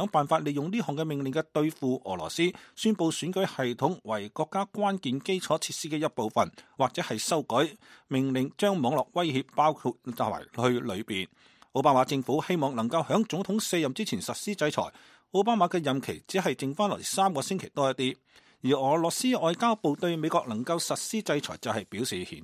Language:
Cantonese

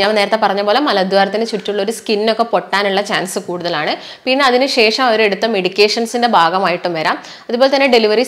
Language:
Malayalam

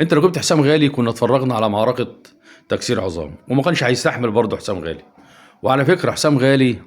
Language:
Egyptian Arabic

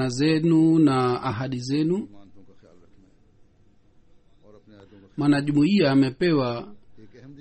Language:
Swahili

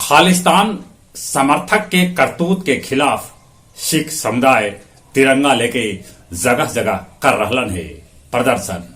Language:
Magahi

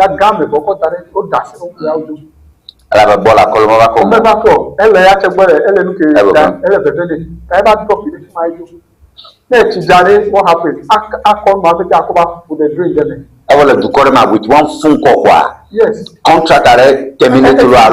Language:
Ewe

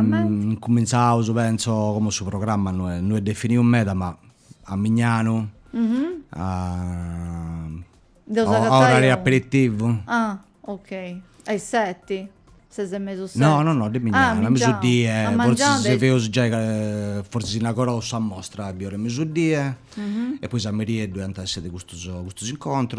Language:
Sardinian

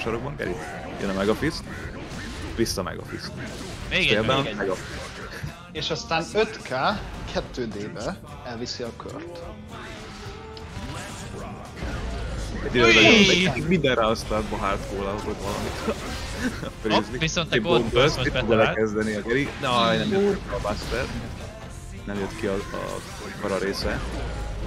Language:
Hungarian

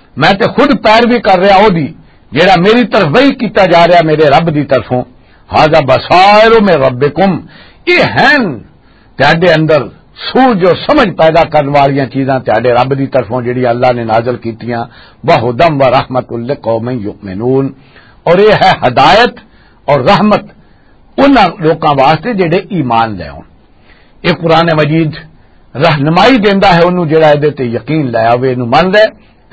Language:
Western Panjabi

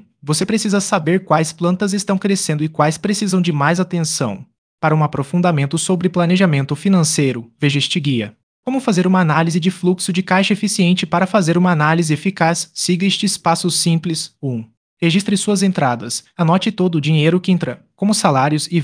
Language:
Portuguese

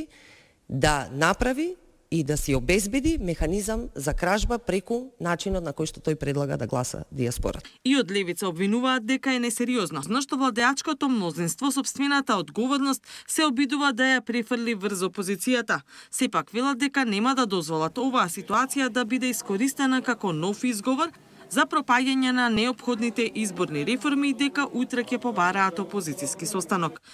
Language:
Macedonian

